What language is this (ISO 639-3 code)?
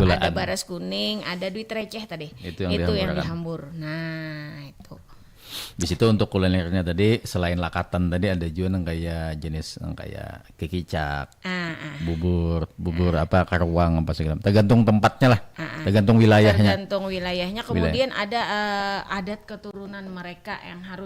bjn